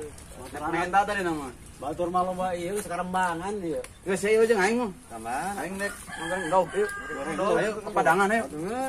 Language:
Sundanese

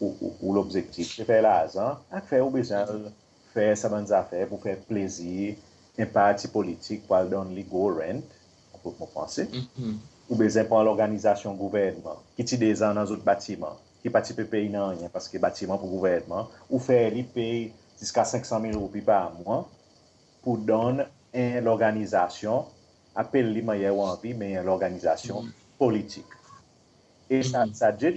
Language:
Seselwa Creole French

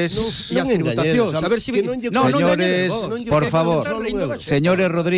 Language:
Galician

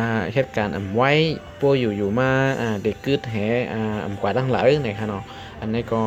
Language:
Shan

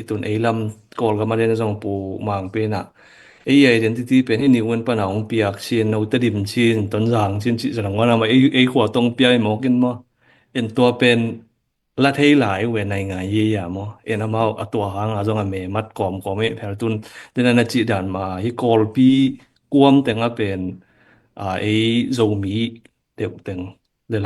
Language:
Tedim Chin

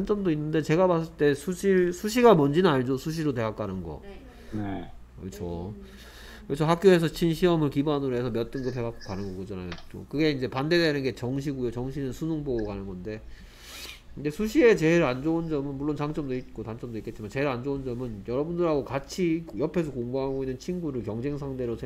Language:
Korean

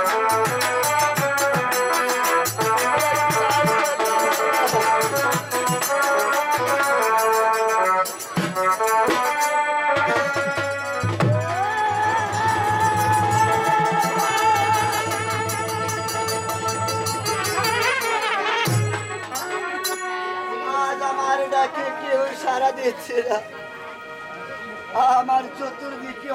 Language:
Bangla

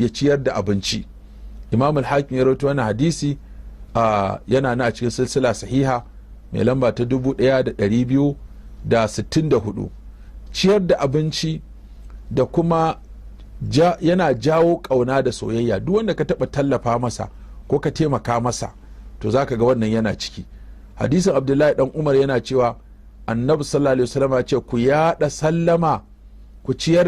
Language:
Hausa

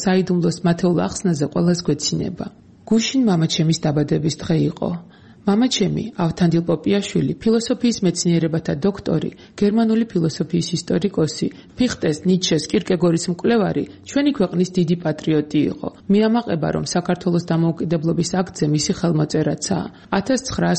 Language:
Georgian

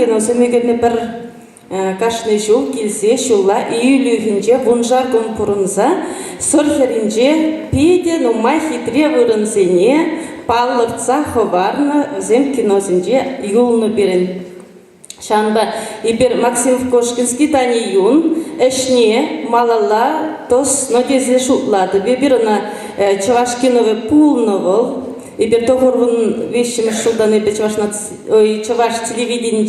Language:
Chuvash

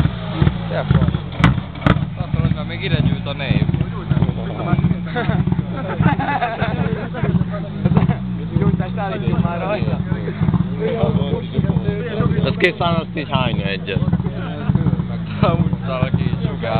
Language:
Hungarian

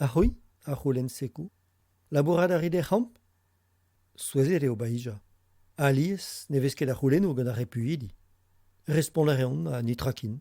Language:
Breton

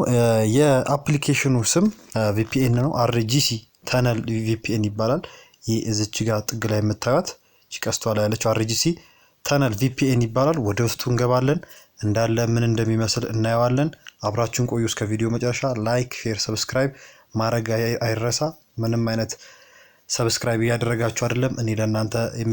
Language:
Amharic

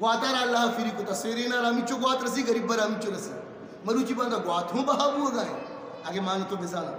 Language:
Eastern Balochi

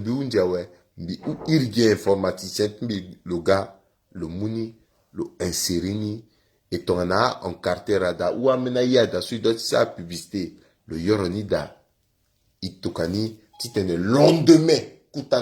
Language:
Sango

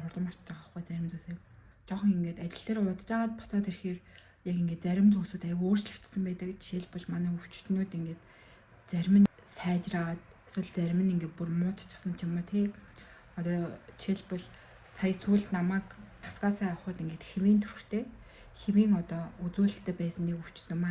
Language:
Mongolian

